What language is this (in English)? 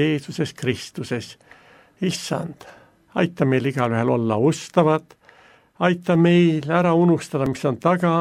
Estonian